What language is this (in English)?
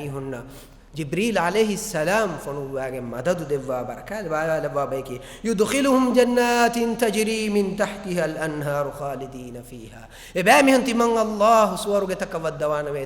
Divehi